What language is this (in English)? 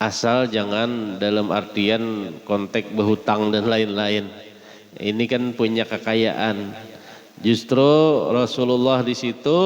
Banjar